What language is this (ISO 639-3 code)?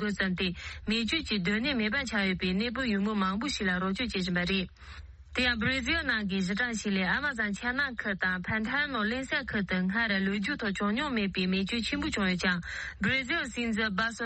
bod